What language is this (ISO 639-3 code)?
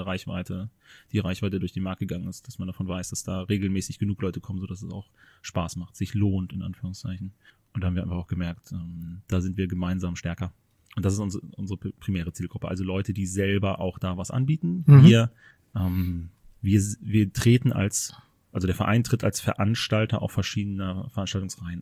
deu